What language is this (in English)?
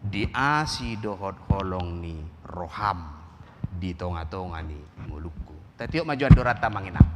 Batak Toba